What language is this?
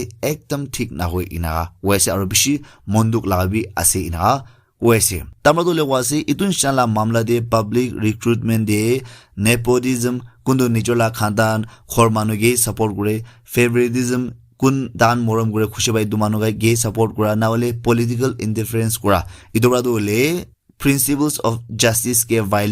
Naga Pidgin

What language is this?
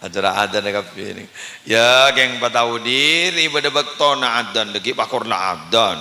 Madurese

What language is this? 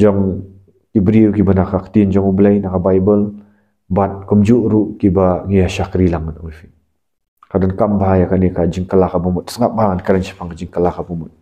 Khasi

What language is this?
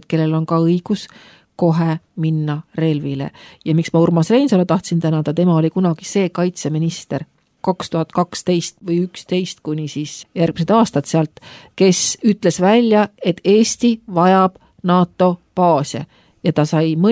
Estonian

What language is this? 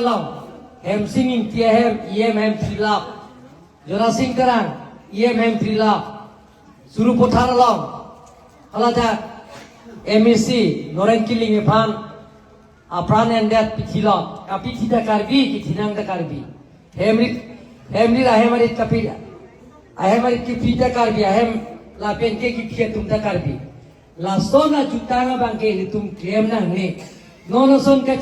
Karbi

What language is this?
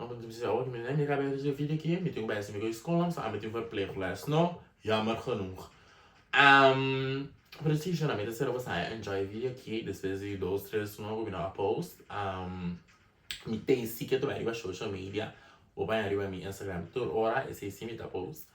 Papiamento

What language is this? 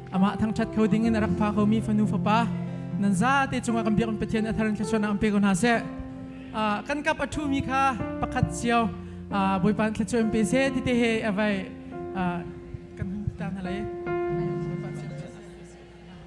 Hakha Chin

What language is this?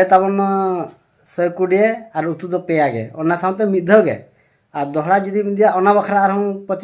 Santali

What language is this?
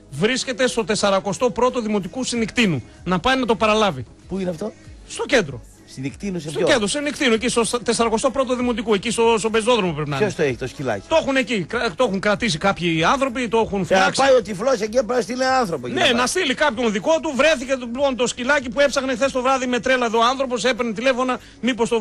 Greek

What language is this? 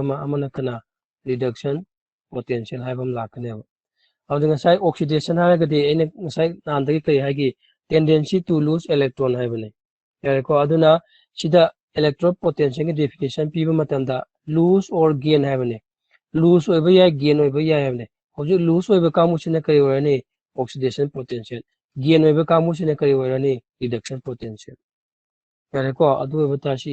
Manipuri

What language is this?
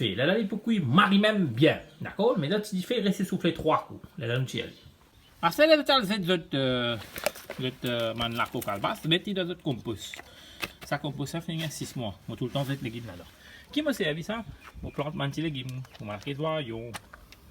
Morisyen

